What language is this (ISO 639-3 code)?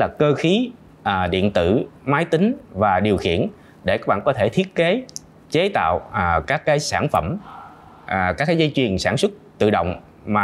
vie